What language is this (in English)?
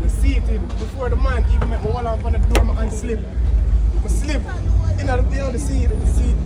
Jamaican Creole English